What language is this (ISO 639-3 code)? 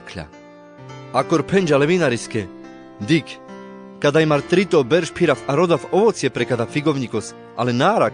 rmc